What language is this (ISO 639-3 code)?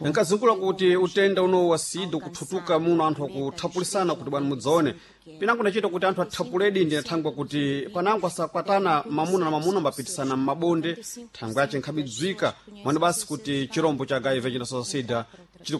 seh